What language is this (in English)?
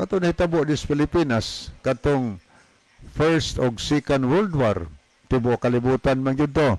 Cebuano